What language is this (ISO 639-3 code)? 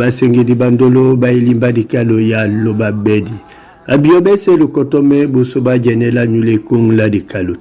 dua